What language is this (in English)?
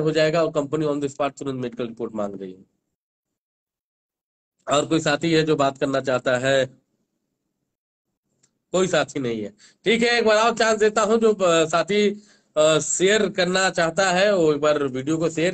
Hindi